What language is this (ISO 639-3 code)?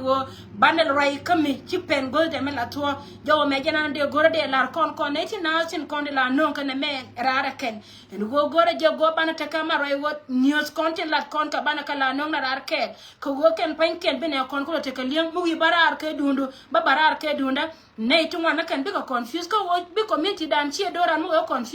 nus